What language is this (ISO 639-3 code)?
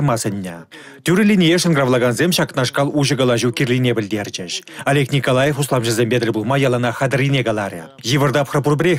chv